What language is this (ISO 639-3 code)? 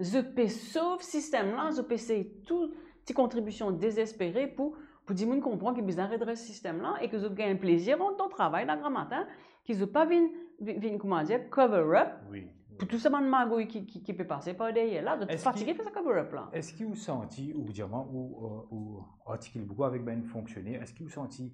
mfe